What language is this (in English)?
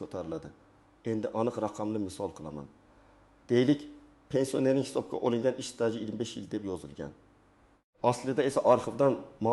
Uzbek